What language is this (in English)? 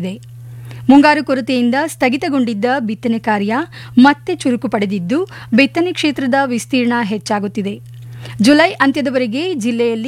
Kannada